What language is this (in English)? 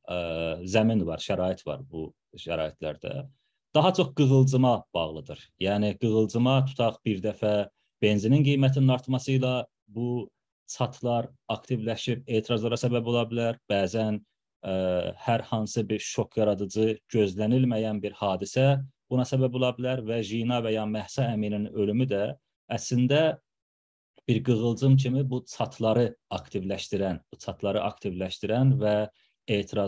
South Azerbaijani